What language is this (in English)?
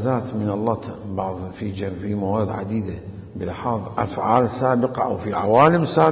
Mesopotamian Arabic